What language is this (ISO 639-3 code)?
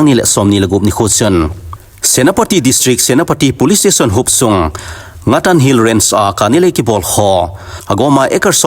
tcz